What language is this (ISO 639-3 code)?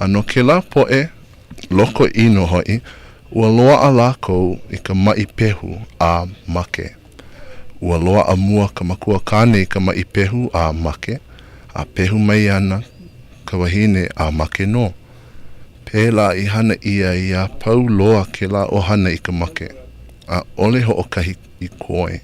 haw